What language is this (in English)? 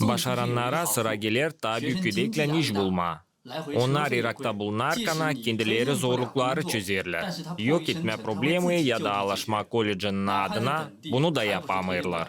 Gagauz